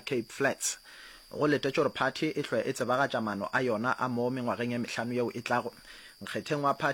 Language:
Northern Sotho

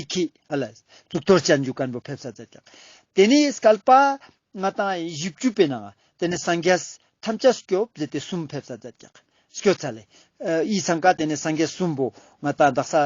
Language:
Ladakhi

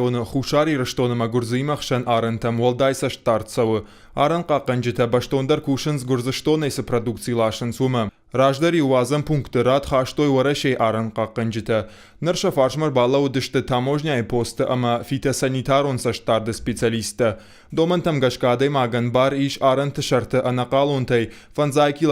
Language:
Ossetic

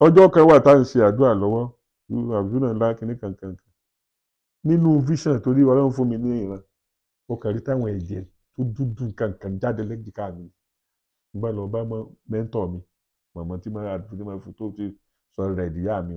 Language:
Yoruba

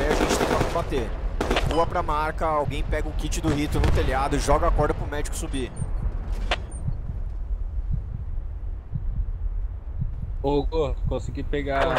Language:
Portuguese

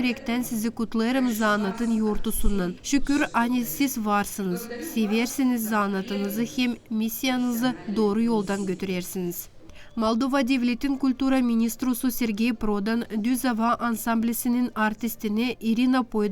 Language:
Gagauz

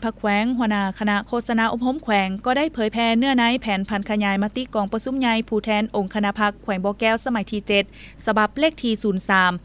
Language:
Lao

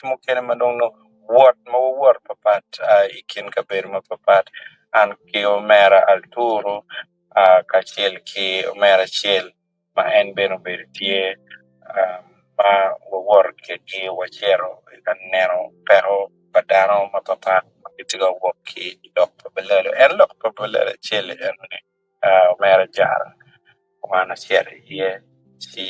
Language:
Acoli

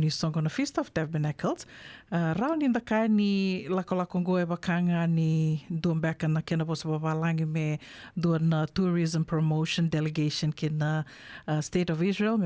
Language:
Fijian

